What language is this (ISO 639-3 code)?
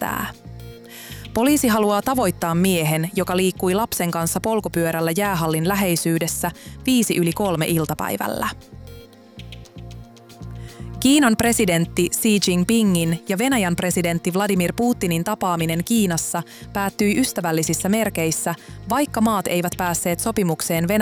fin